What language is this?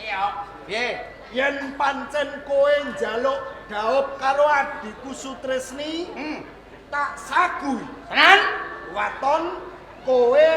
Javanese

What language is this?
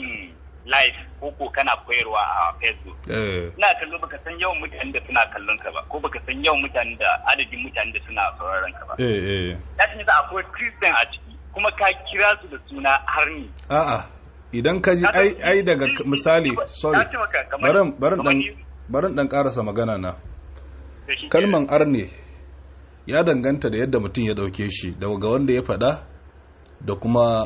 Hausa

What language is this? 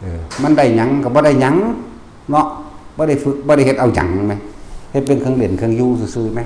Northeastern Thai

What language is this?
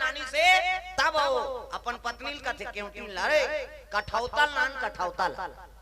Chhattisgarhi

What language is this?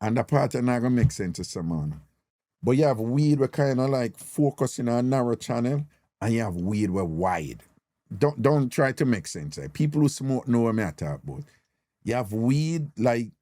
Jamaican Creole English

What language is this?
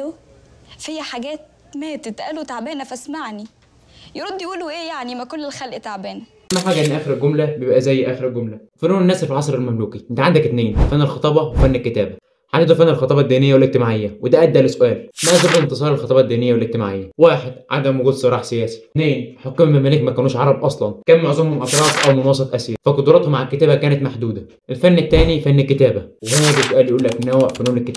Egyptian Arabic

